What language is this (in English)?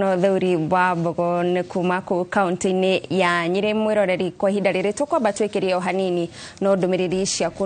Kikuyu